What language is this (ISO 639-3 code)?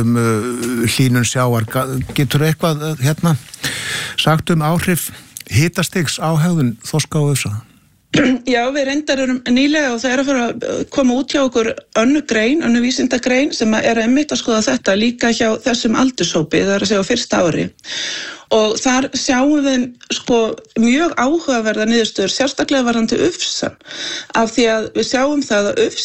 isl